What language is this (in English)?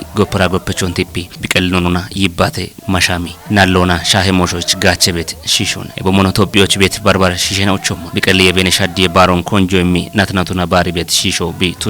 Kafa